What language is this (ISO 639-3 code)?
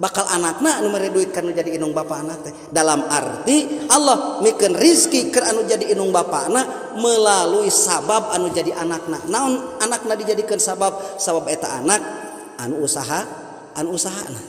sun